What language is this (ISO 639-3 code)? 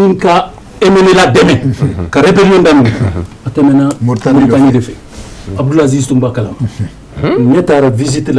bam